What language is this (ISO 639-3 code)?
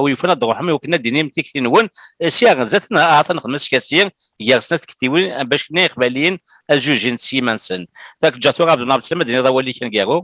kab